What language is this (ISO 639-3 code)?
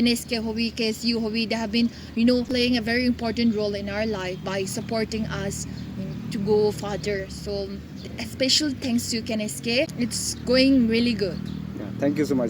nag